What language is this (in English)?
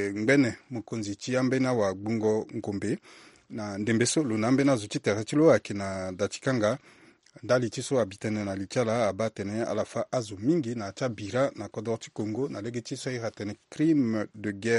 Sango